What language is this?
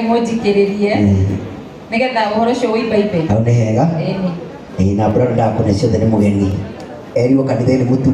Kikuyu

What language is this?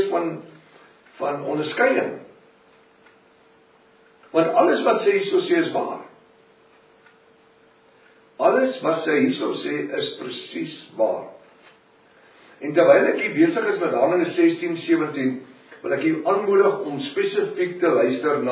Afrikaans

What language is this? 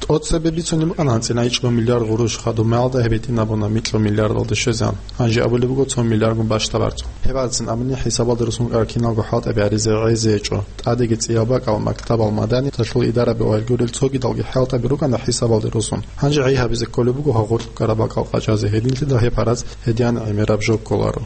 Avaric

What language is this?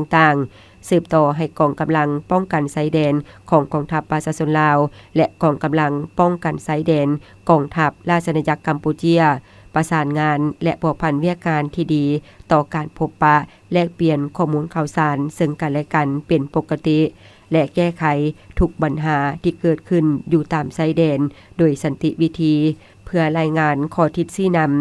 Lao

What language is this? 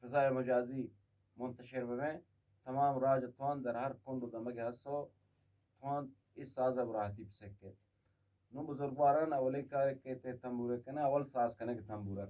Eastern Balochi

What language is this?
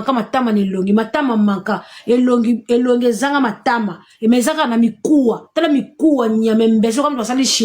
Lingala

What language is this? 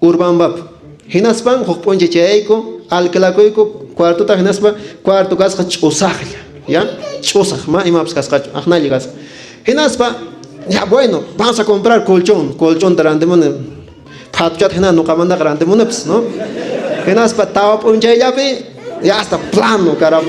Quechua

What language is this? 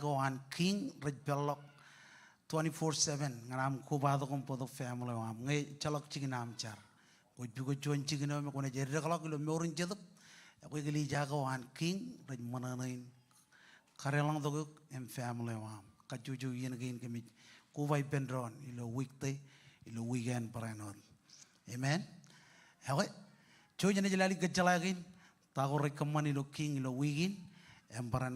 Marshallese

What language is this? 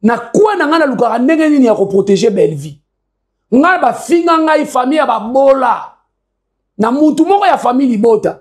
Lingala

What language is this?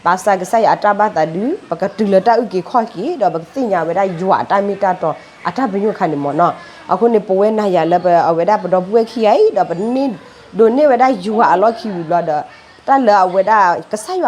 S'gaw Karen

